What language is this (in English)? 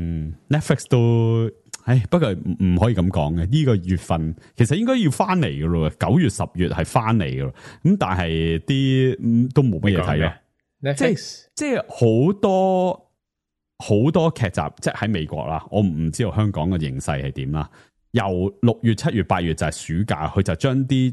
Cantonese